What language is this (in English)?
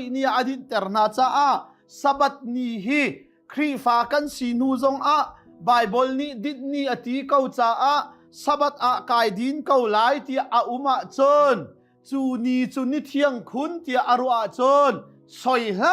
Hakha Chin